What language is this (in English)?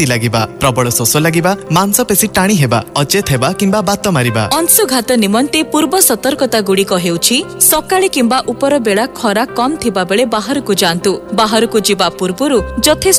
Odia